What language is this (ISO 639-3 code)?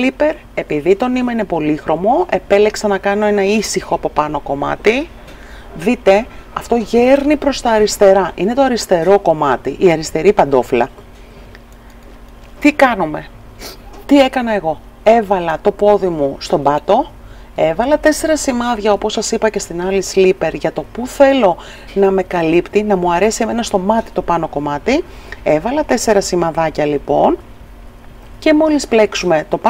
ell